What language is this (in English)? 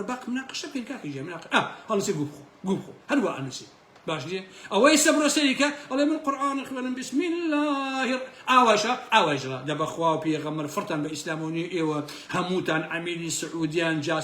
Central Kurdish